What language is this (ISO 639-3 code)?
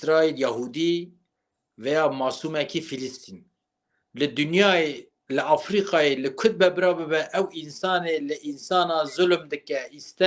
kur